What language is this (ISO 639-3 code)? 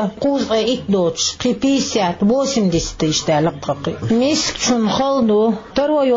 che